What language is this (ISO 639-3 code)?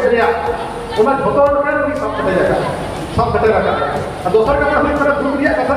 sat